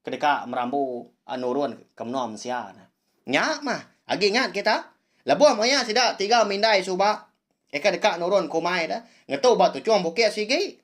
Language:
Iban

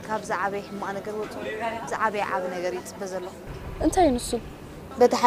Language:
Tigrinya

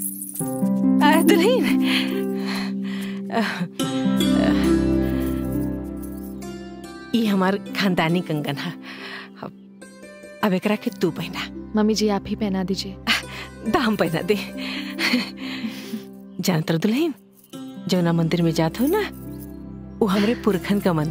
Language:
Bhojpuri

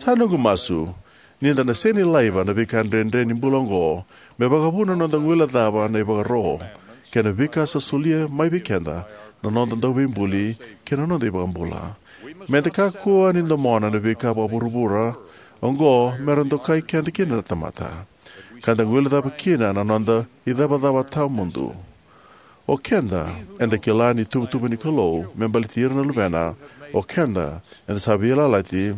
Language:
Fijian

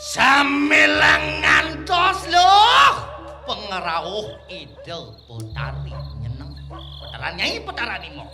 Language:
Balinese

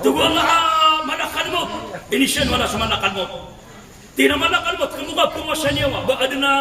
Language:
Maranao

